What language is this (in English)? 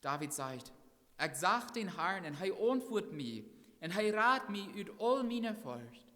Plautdietsch